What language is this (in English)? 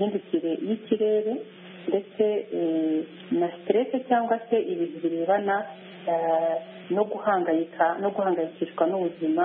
Kinyarwanda